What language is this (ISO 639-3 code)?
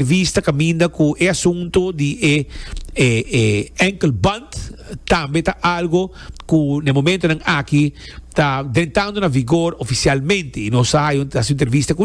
pap